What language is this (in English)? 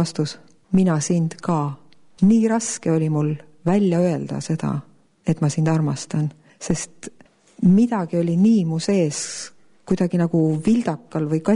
Estonian